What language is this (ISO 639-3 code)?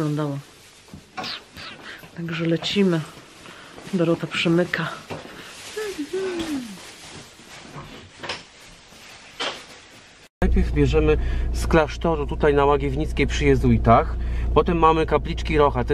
pol